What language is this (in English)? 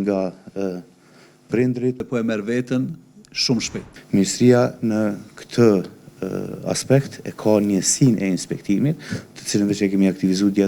Albanian